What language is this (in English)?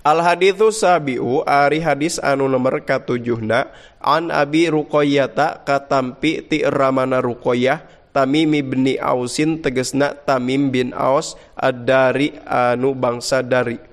Sundanese